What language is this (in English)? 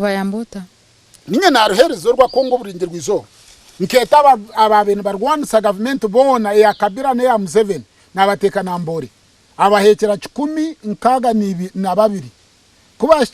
Nyankole